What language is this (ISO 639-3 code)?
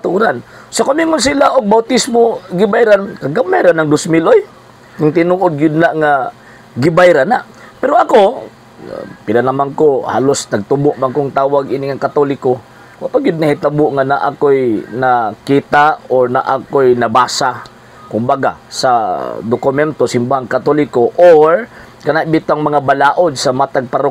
ceb